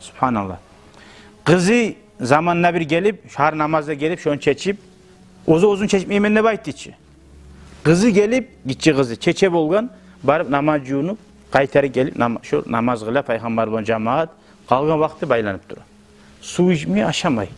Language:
Kumyk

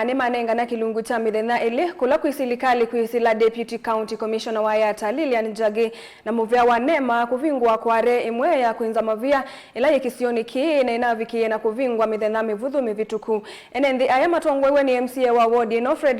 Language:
Kamba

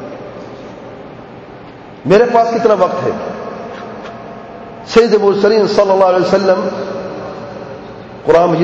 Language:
Urdu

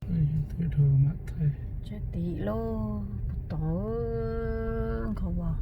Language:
Hmong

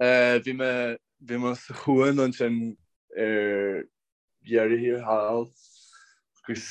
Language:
Irish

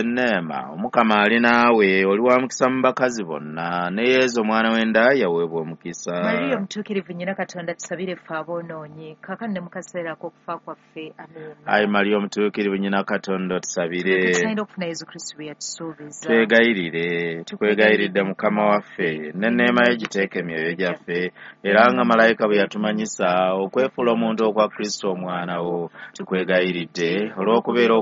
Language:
Ganda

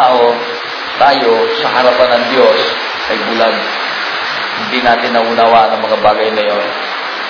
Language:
Filipino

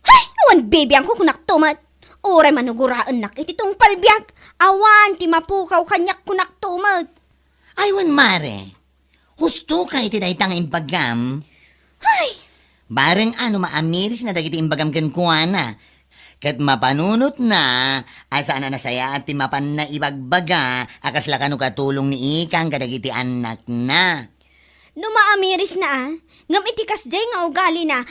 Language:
Iloko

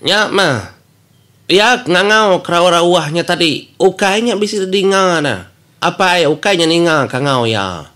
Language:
Iban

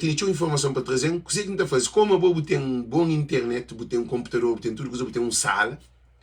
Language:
Kabuverdianu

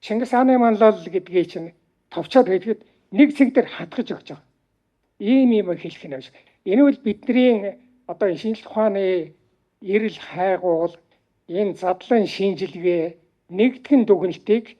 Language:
Mongolian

